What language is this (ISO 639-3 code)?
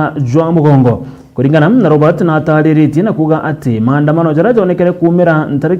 mer